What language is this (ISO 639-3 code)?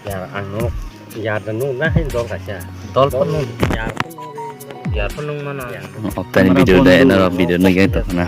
trp